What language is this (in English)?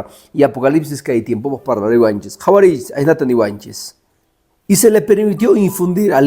Quechua